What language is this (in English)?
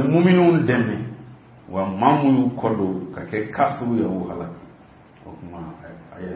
Bambara